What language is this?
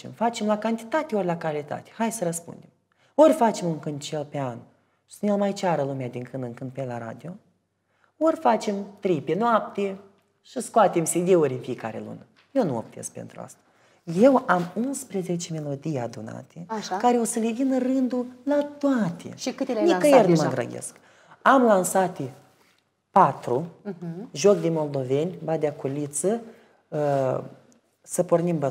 Romanian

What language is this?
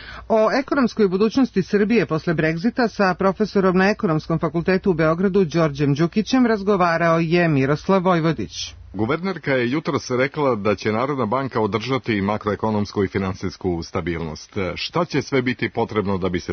Serbian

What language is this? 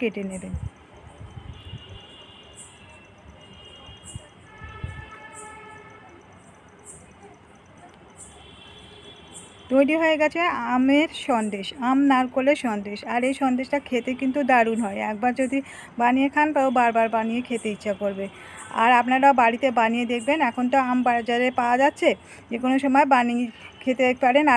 Bangla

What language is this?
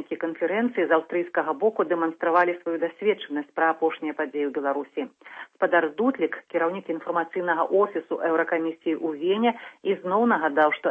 Belarusian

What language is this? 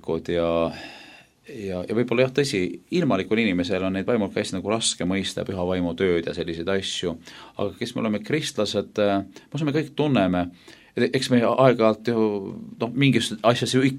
Estonian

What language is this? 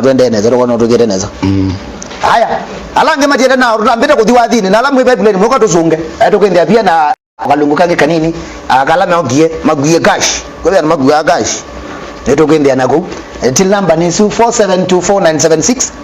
Kamba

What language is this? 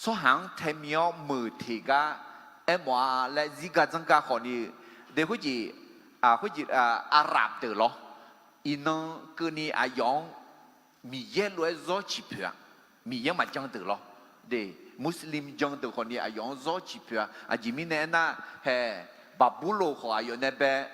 Akha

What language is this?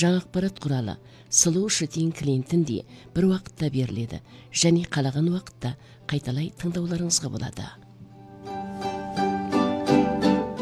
Kazakh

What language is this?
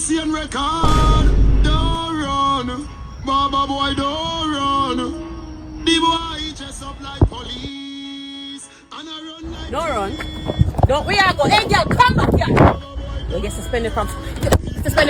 Jamaican Creole English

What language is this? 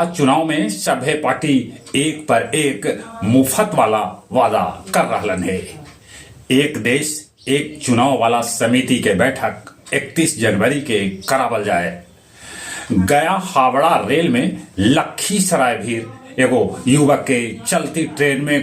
Magahi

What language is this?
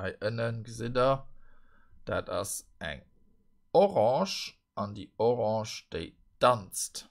Luxembourgish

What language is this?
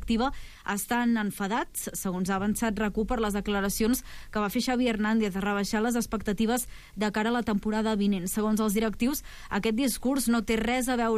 Catalan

